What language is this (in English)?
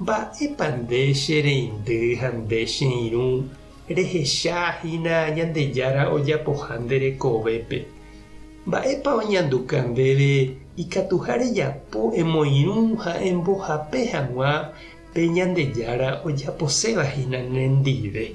Guarani